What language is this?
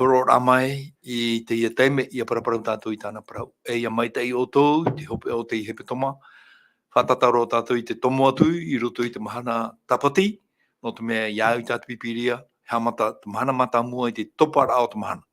Tahitian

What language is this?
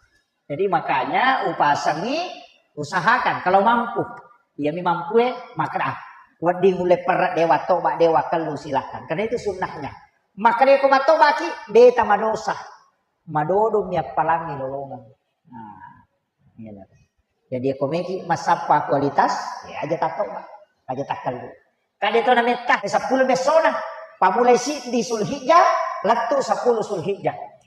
Buginese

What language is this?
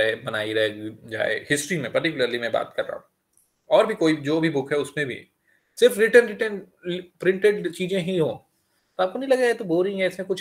Hindi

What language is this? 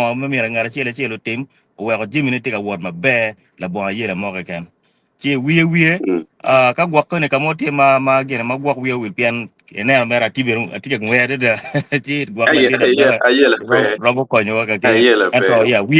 Acoli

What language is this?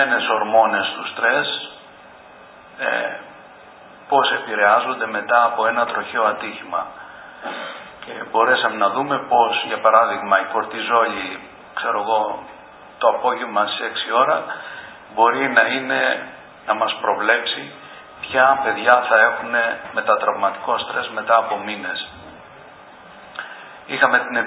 Greek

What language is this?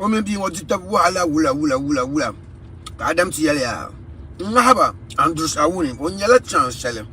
Dagbani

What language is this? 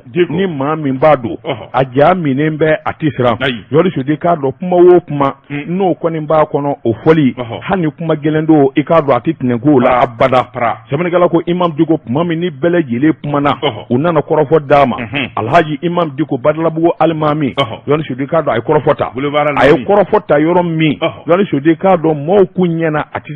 Bambara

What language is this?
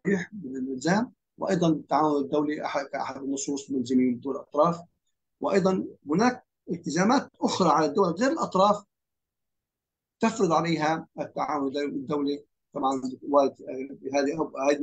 Arabic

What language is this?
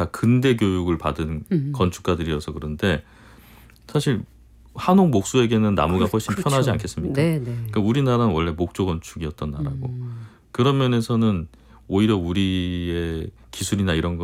Korean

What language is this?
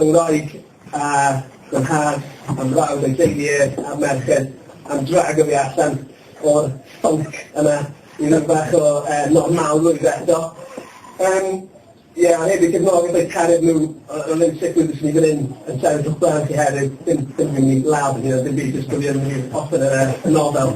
Welsh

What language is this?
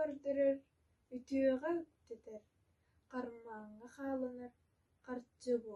Yakut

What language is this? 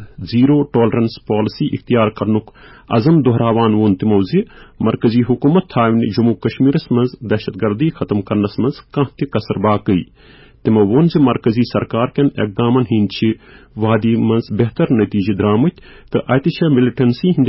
Kashmiri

